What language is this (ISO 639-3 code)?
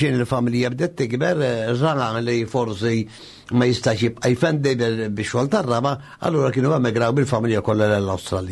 mlt